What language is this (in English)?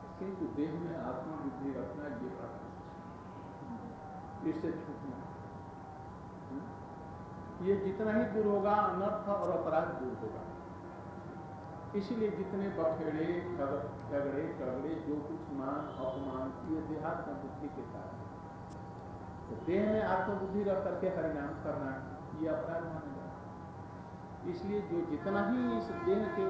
Hindi